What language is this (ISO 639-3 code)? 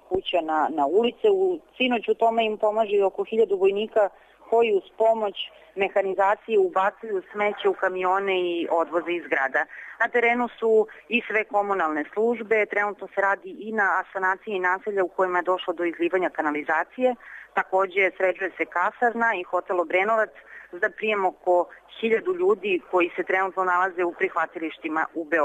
srp